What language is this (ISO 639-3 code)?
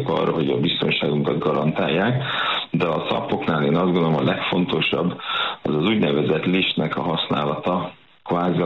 hun